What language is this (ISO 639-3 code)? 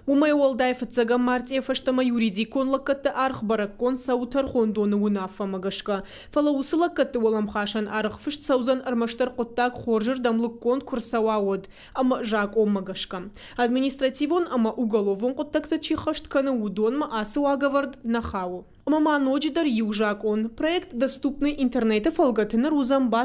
oss